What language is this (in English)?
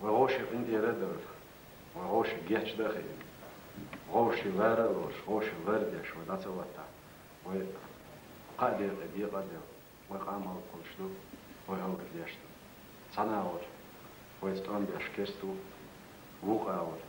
Chechen